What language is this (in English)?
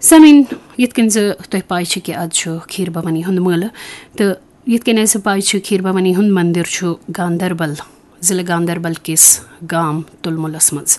Kashmiri